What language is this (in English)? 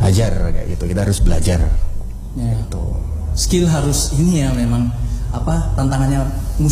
Indonesian